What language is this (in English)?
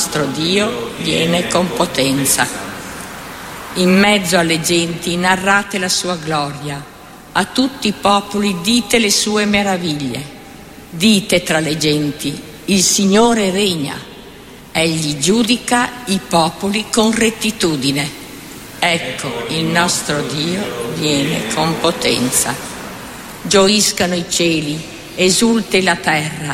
Italian